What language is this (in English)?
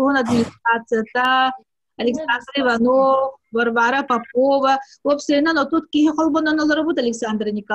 Yakut